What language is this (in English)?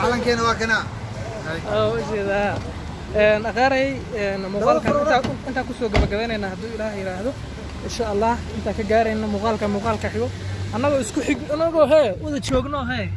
Somali